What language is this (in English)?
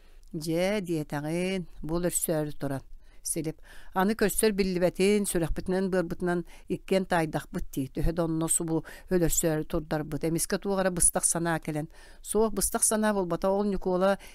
Yakut